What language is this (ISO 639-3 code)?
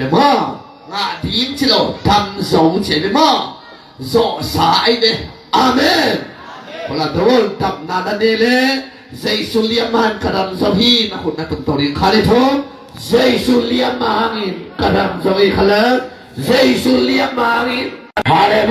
ctd